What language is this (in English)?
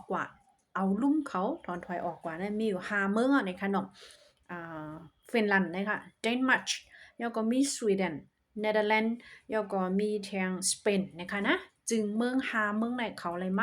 Shan